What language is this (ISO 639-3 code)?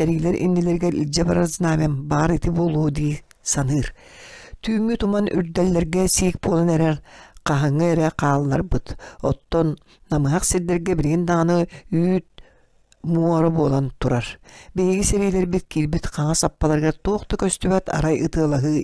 sah